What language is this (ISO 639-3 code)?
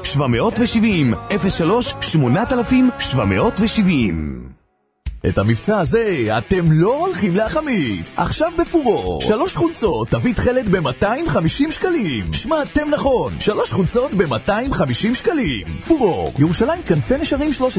heb